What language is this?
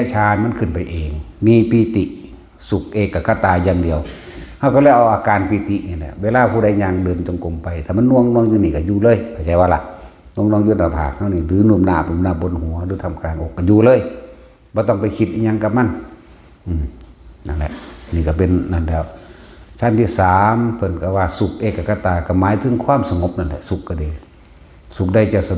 Northeastern Thai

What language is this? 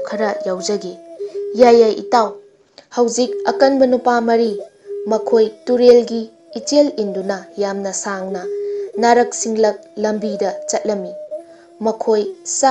Manipuri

